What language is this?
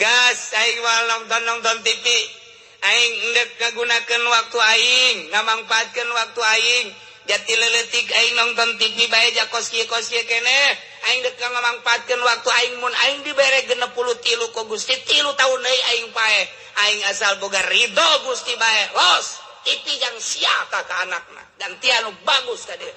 Sundanese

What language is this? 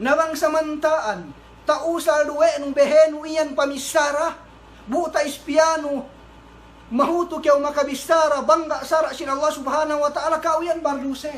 Yakan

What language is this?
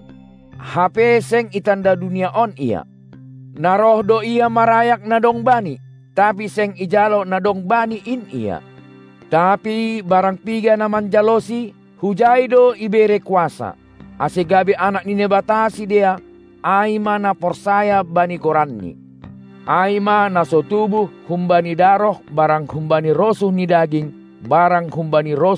Batak Simalungun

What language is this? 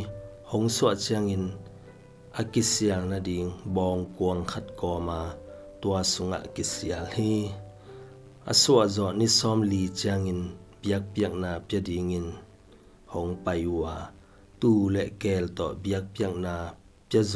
Tedim Chin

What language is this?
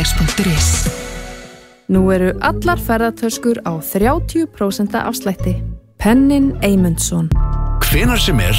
Icelandic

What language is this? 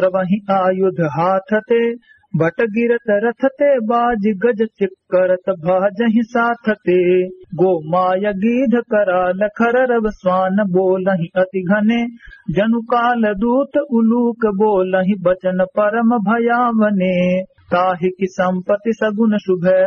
Awadhi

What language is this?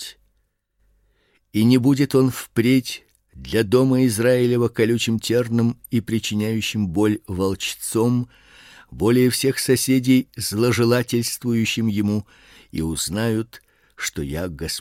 Russian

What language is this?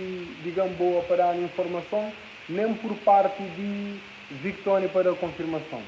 Kabuverdianu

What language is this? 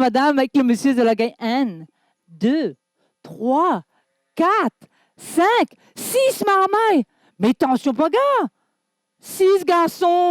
Réunion Creole French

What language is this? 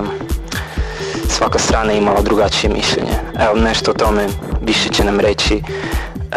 Croatian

